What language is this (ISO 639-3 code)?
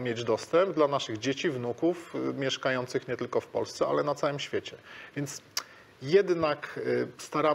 pol